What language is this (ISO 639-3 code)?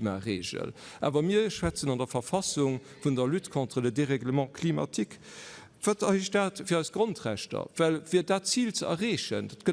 ltz